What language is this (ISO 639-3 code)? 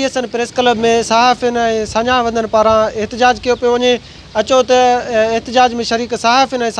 snd